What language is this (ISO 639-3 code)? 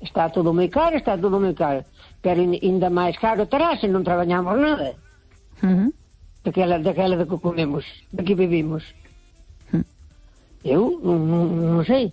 glg